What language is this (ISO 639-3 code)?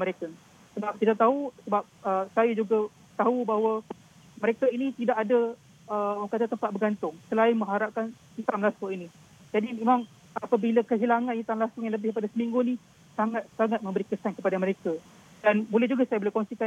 msa